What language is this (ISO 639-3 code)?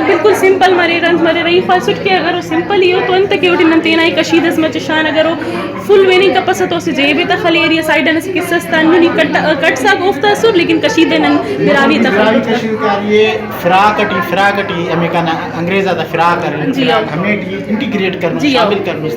brh